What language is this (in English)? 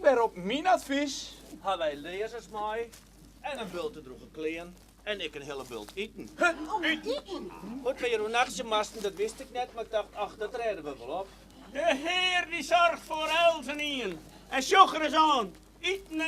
Western Frisian